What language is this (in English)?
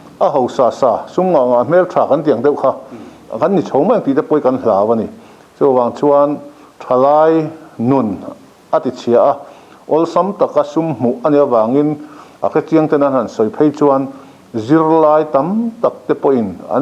Mizo